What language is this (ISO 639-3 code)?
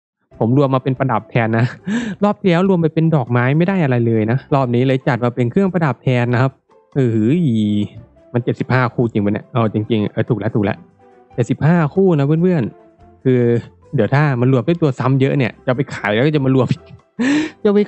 tha